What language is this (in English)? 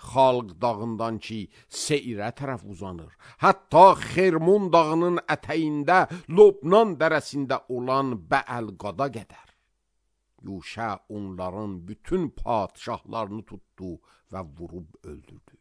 Azerbaijani